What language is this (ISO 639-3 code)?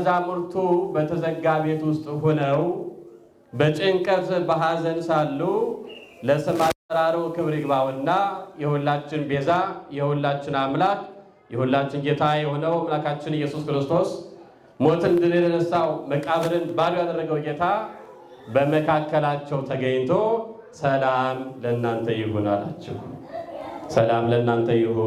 amh